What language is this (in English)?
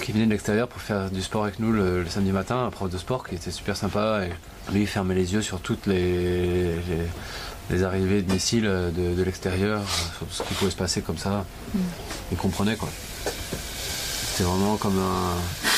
French